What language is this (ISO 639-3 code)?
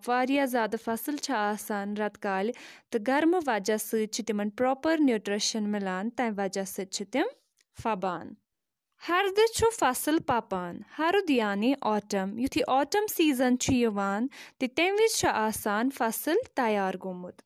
kas